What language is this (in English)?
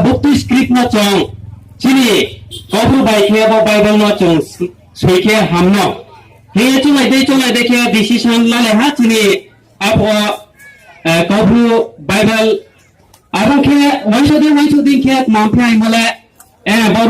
Riang (India)